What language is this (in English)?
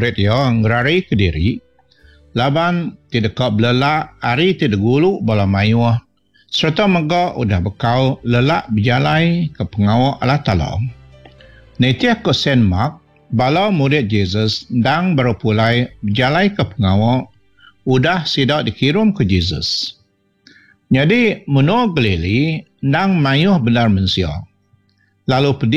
Iban